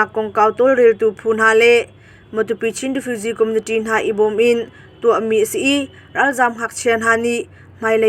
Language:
Hakha Chin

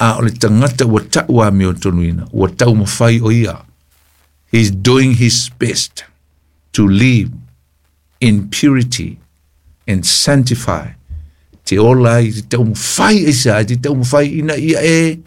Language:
Samoan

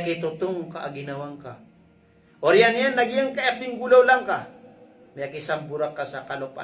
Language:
Maranao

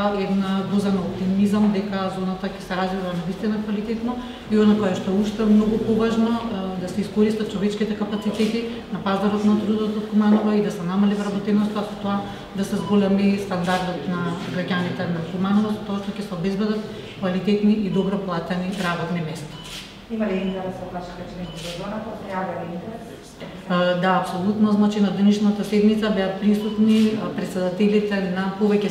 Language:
Macedonian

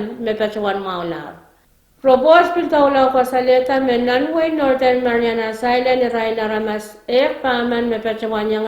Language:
Pohnpeian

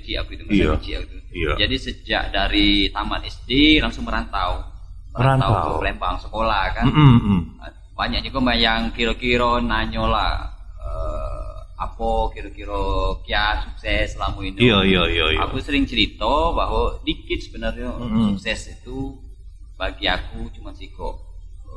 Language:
Musi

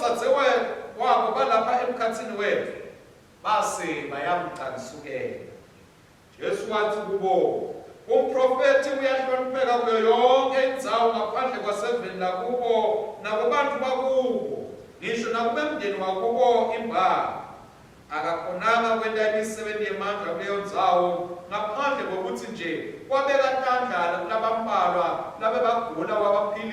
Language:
Swati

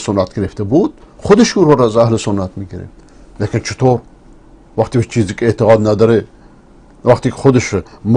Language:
Persian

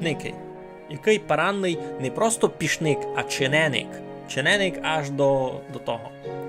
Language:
Rusyn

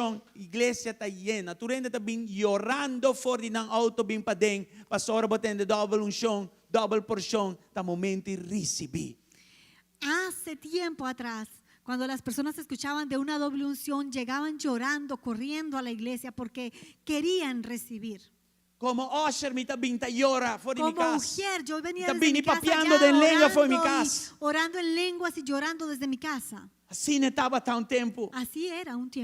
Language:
Papiamento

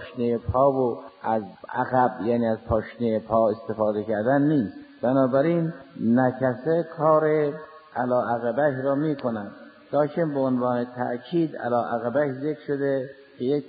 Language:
Persian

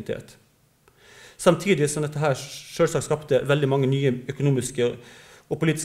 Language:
Norwegian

